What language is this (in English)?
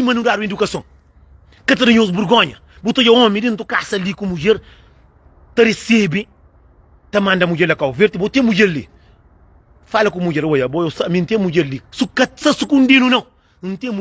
Kabuverdianu